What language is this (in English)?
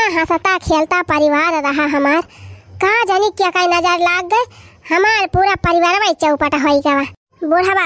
Awadhi